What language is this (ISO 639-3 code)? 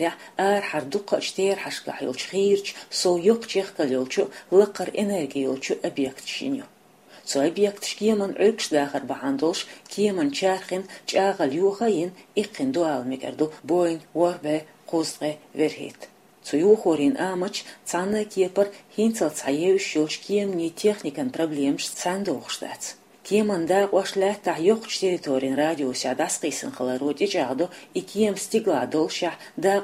che